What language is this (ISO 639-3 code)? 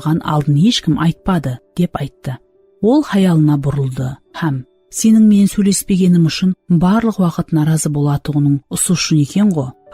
kaa